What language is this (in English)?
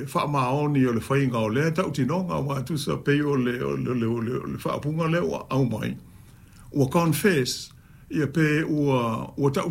Samoan